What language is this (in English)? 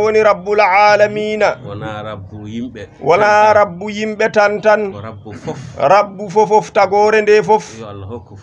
Fula